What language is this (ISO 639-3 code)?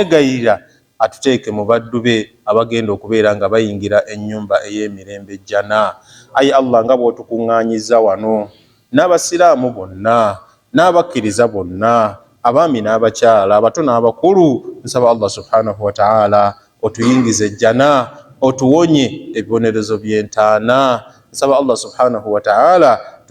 lug